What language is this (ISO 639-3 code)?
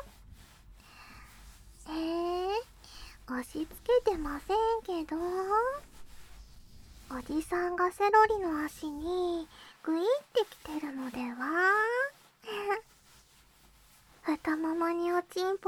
jpn